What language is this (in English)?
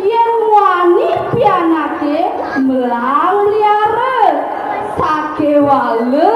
Balinese